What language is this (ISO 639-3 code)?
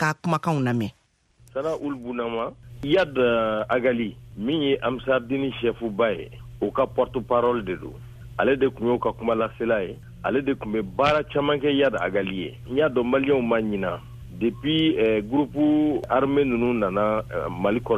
bam